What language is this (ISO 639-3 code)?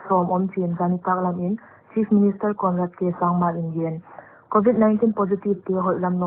pck